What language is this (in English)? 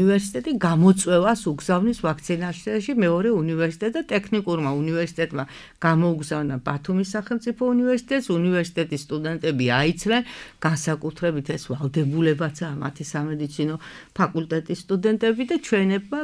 Georgian